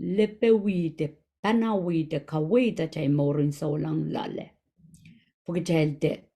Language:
Pohnpeian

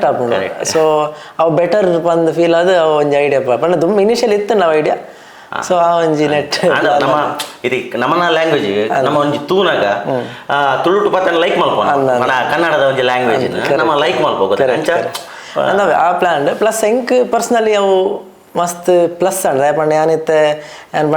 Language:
Tulu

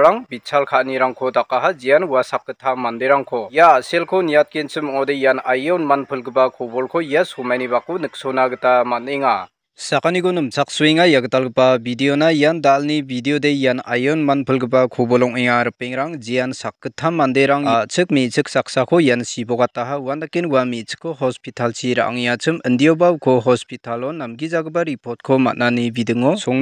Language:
Garo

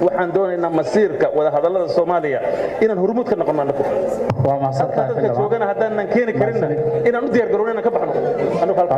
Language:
Somali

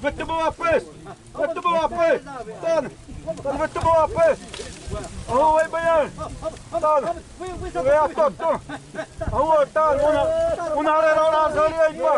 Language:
Xavánte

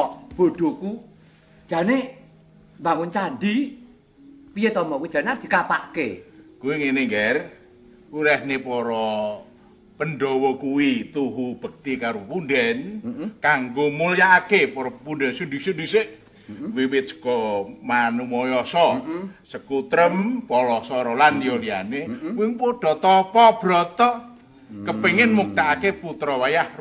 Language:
Javanese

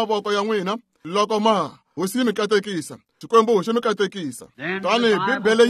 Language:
Tsonga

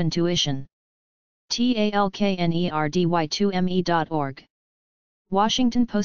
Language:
English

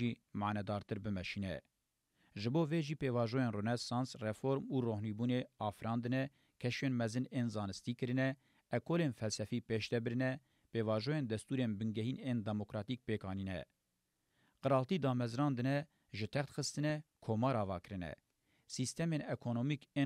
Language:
Kurdish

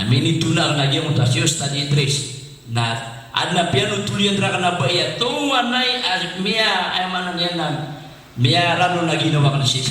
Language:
Maranao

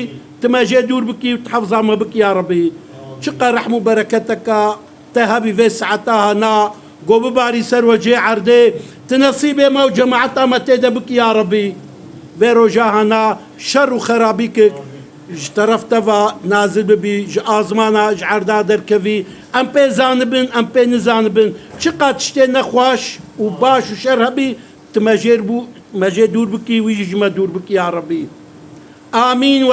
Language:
Kurdish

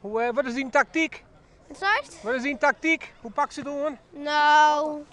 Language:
Western Frisian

